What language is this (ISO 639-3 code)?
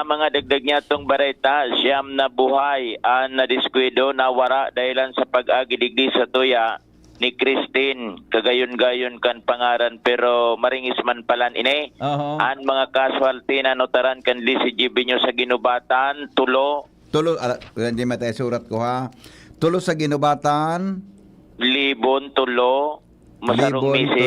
bik